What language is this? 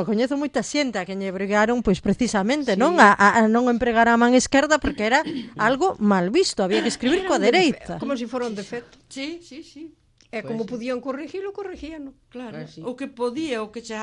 Galician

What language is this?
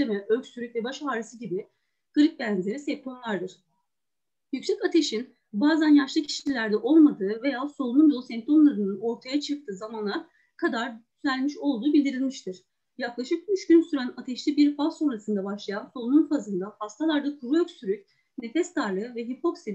Turkish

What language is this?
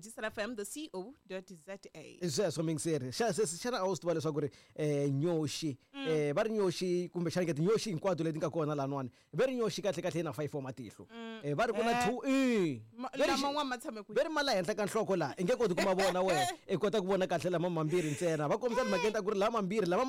Tsonga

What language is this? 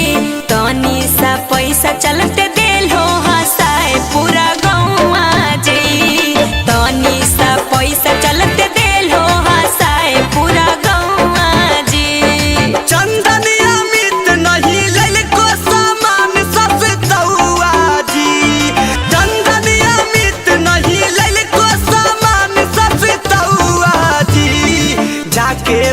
Magahi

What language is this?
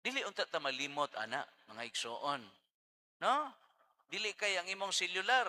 Cebuano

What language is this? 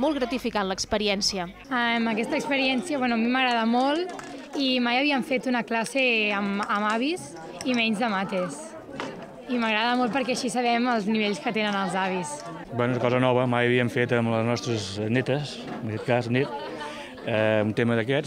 Catalan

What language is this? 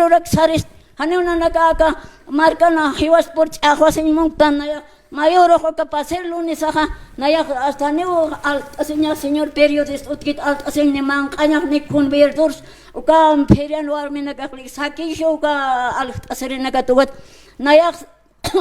Aymara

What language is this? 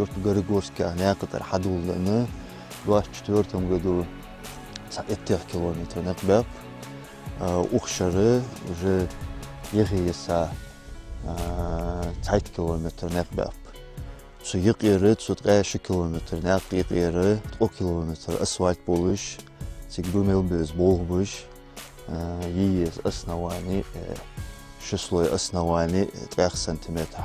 Ingush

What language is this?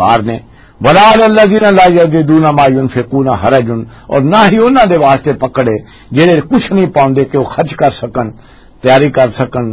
Western Panjabi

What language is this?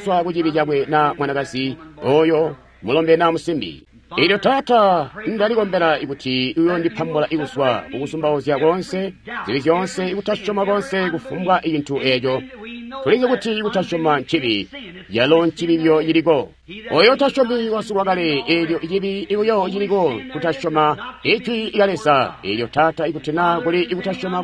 Tonga (Zambia)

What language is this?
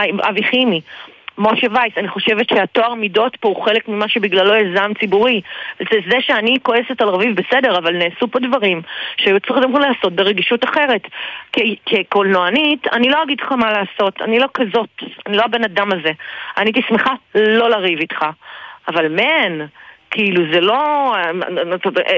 Hebrew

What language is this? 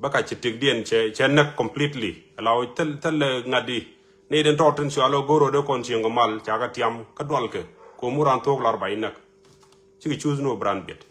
Nuer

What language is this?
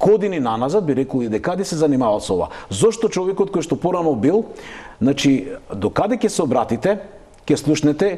Macedonian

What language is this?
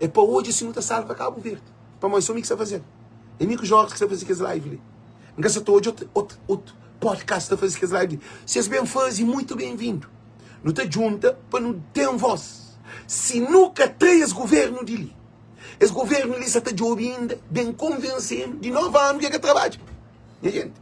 Kabuverdianu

